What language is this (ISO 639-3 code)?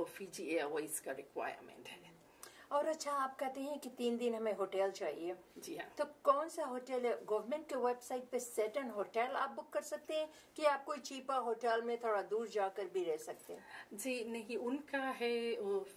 hif